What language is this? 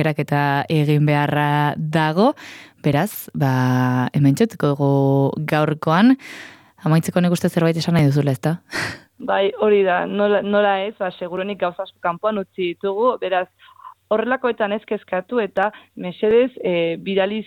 Basque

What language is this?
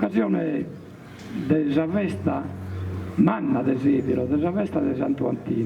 Sardinian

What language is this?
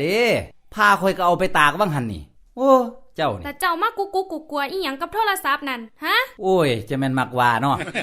Northeastern Thai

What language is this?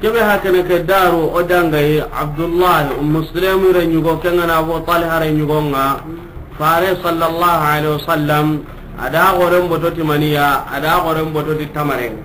Soninke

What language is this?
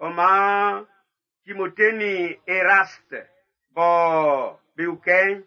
Baoulé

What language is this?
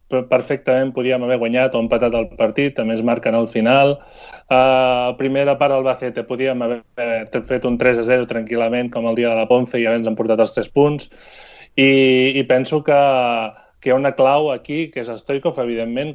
Catalan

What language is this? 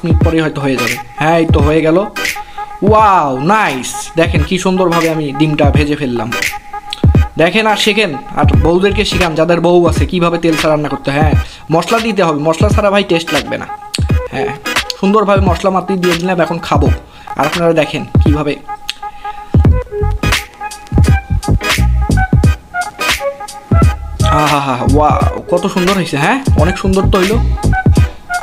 Bangla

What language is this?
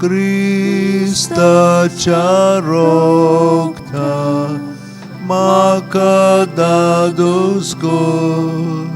Konkani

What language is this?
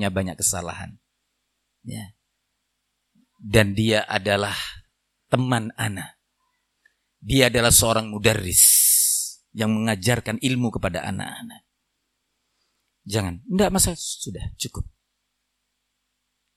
Indonesian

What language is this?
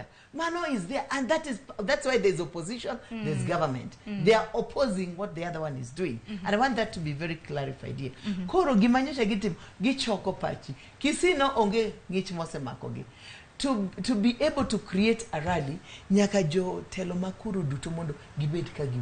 Luo (Kenya and Tanzania)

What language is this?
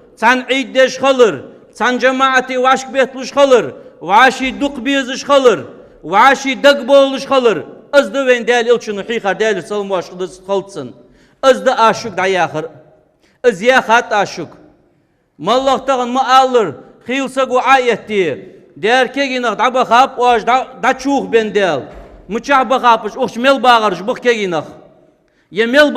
Ingush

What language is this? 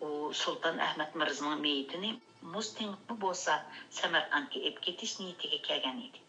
Uyghur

